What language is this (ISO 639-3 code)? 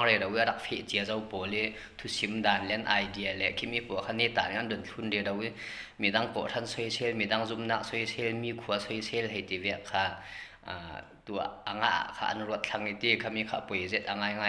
cfm